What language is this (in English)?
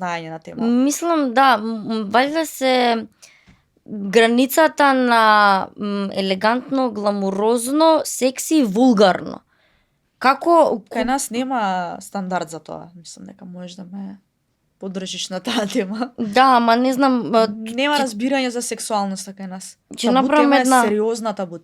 Macedonian